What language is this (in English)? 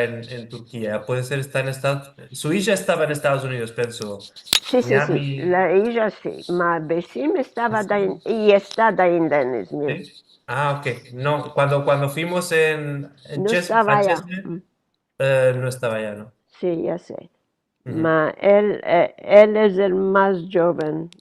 Ladino